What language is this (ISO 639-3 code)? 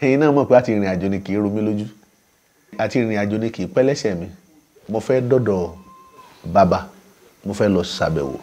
yor